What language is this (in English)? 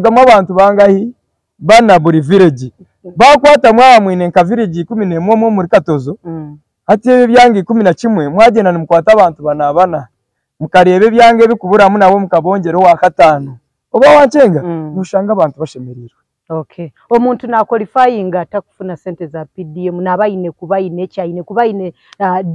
Nyankole